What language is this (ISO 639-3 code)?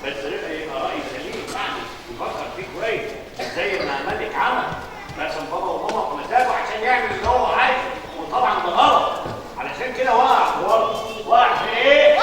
arz